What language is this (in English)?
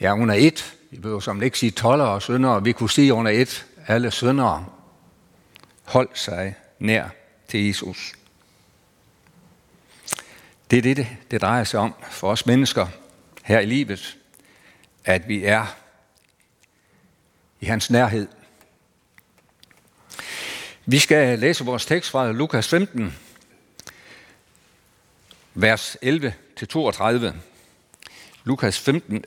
Danish